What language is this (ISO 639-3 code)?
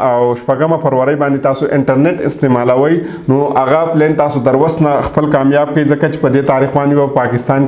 pus